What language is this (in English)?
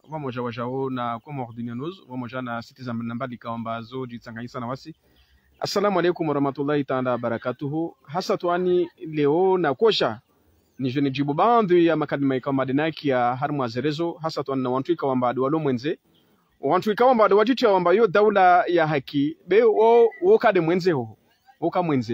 Ngazidja Comorian